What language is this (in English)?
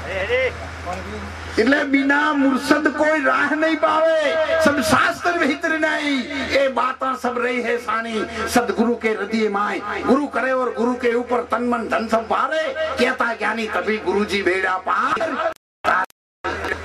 Gujarati